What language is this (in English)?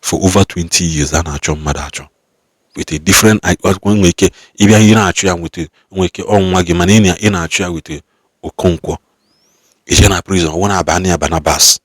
Igbo